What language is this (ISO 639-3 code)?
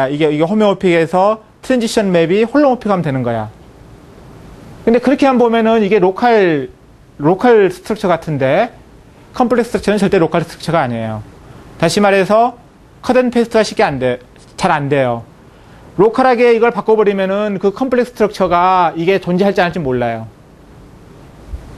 kor